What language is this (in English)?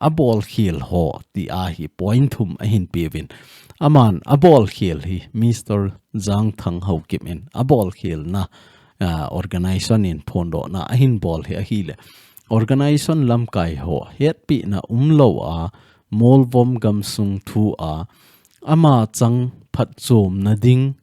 Thado Chin